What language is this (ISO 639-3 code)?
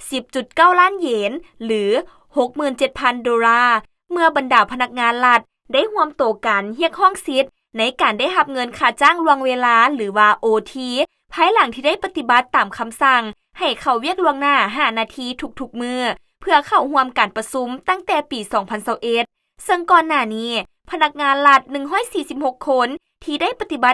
lao